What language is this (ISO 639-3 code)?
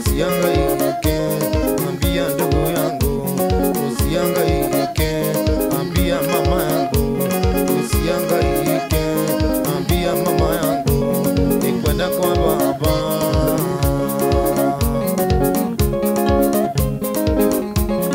swa